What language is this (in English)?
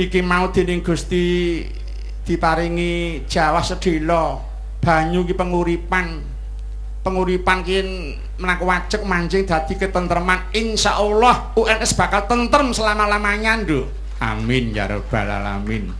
Javanese